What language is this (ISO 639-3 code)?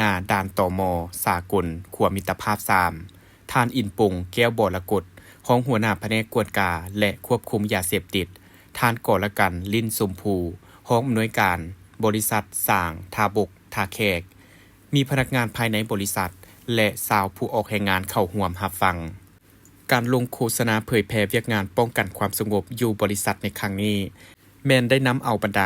lao